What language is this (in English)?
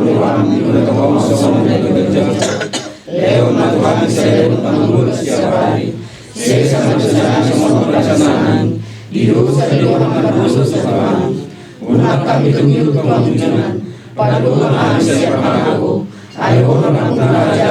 Batak Toba